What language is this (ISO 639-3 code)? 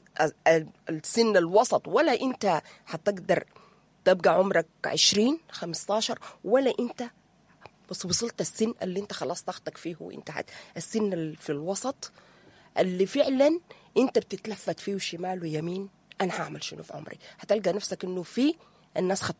apd